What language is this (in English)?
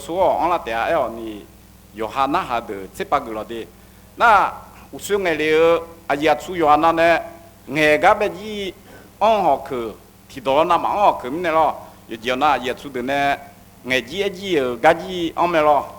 Akha